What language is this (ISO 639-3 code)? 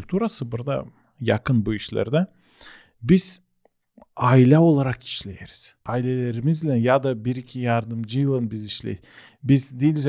gag